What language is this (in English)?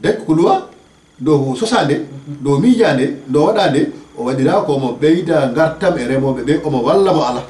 Fula